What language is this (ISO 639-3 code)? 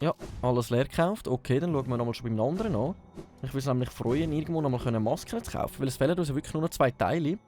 gsw